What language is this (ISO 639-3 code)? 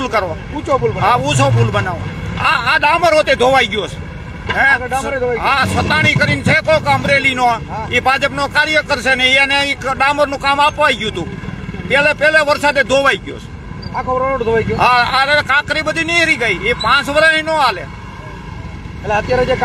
guj